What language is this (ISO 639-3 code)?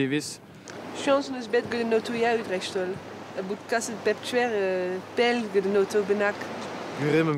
bre